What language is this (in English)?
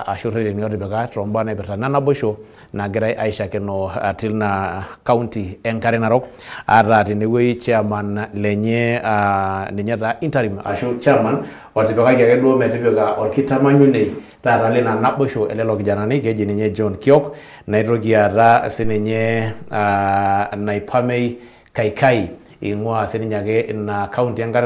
Masai